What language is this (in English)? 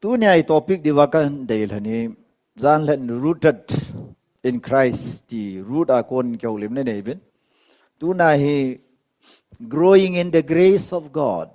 Tedim Chin